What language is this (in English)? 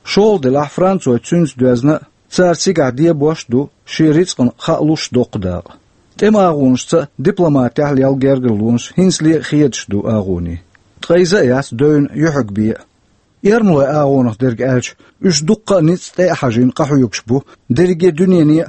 Chechen